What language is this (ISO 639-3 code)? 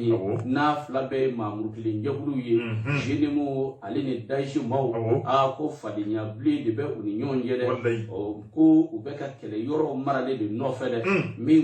bam